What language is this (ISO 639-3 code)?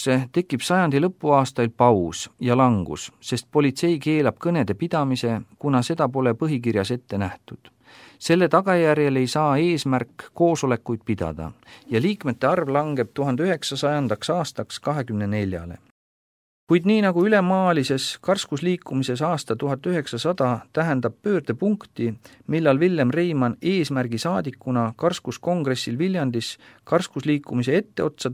est